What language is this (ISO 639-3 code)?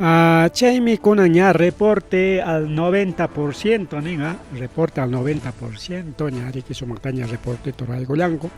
quy